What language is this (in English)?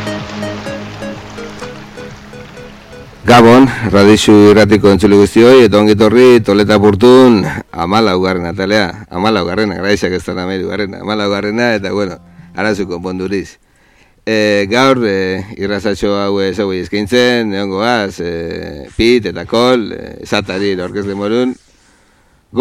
Basque